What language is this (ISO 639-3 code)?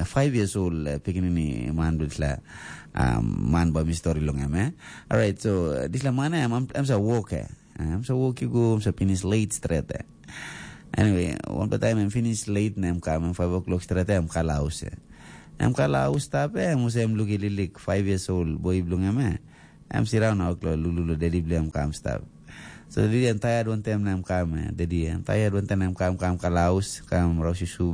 tpi